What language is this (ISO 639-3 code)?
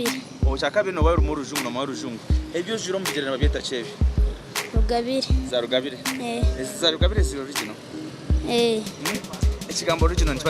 nyn